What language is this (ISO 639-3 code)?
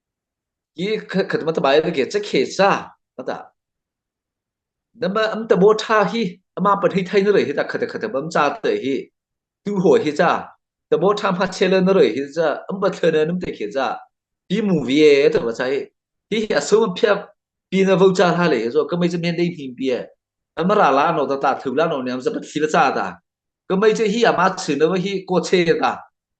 mrh